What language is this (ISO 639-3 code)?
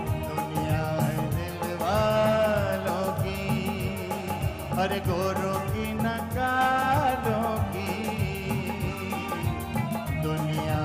hin